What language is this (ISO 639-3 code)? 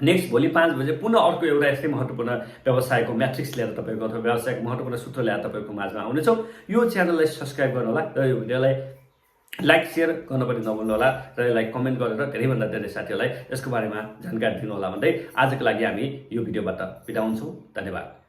nep